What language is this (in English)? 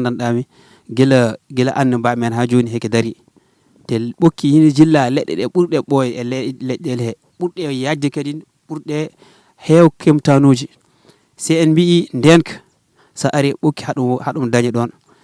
Fula